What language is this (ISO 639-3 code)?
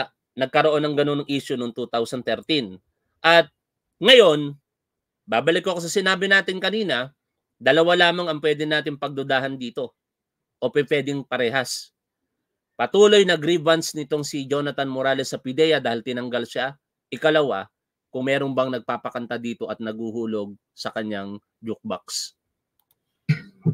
fil